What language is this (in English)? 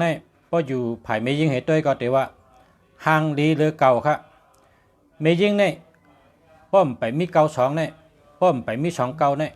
Shan